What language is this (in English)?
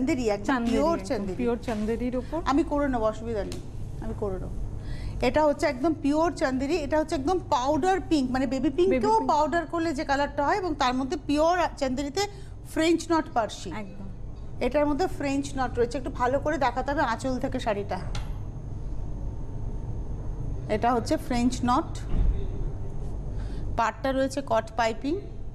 Bangla